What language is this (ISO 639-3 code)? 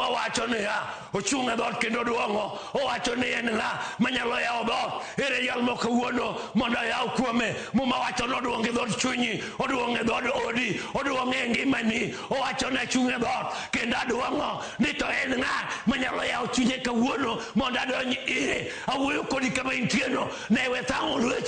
luo